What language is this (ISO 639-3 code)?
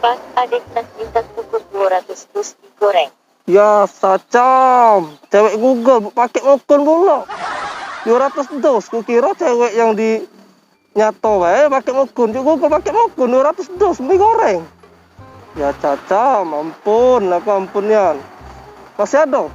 mui